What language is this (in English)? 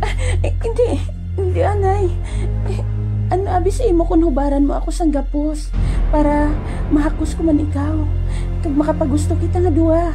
Hiligaynon